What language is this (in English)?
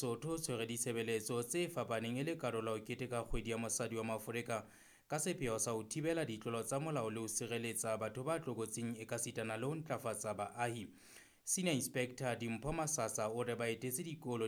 Southern Sotho